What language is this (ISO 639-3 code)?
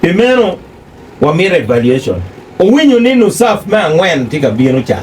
ach